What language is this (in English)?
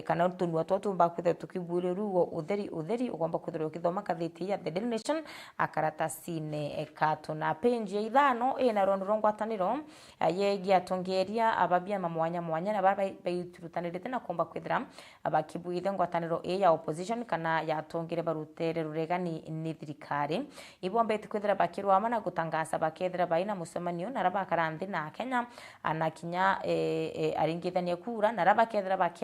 Meru